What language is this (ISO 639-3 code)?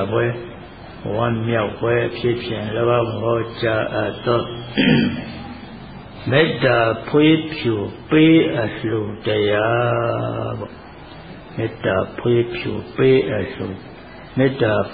mya